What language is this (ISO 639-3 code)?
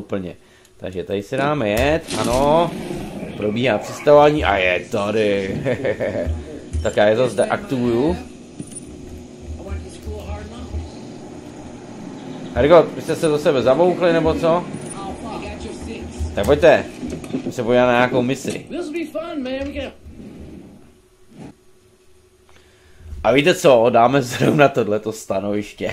ces